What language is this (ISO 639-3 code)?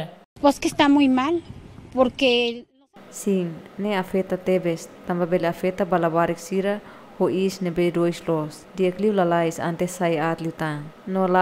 tet